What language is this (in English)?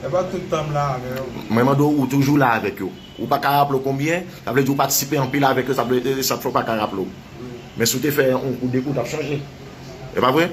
Haitian Creole